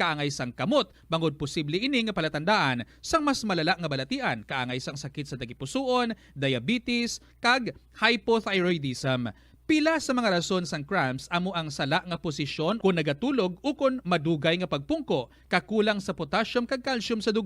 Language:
Hiligaynon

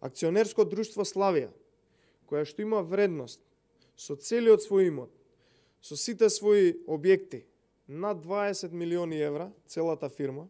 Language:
Macedonian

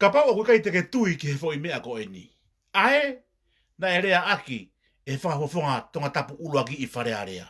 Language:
Tongan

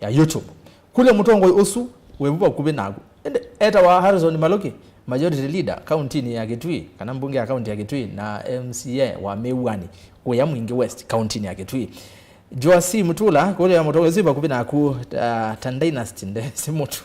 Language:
Kamba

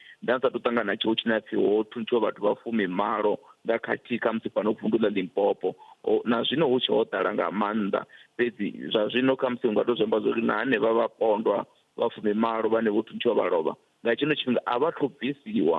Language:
Venda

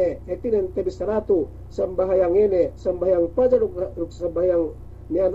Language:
Yakan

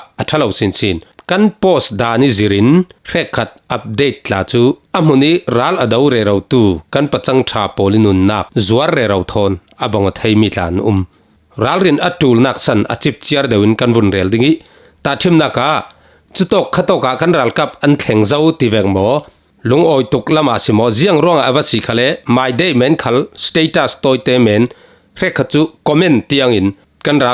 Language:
Falam Chin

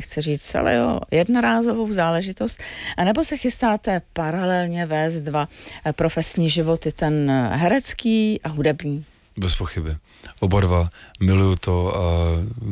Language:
Czech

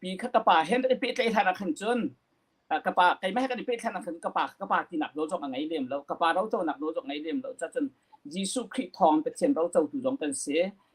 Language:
Hakha Chin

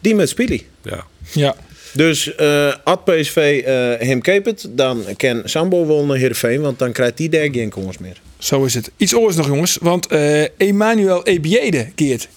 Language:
Western Frisian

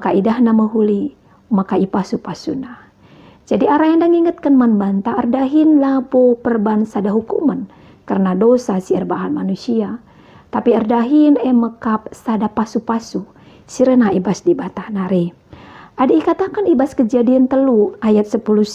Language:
Batak Karo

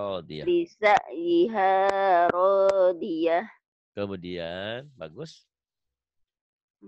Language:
Indonesian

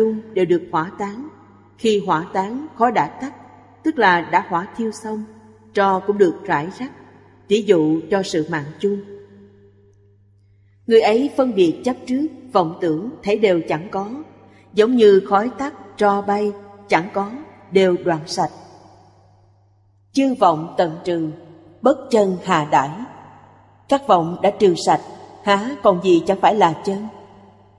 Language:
Vietnamese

